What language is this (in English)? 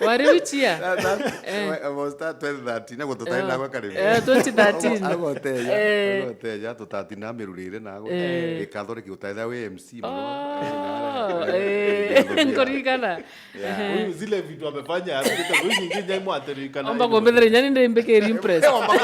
Meru